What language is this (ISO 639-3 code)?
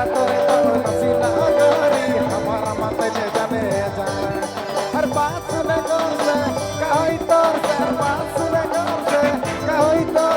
sck